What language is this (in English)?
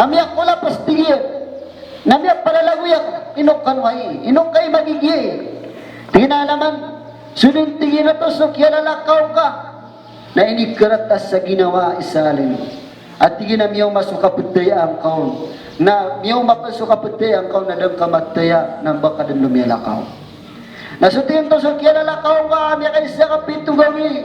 Maranao